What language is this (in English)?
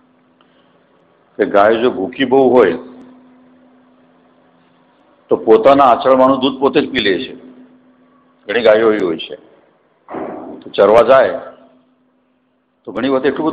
Gujarati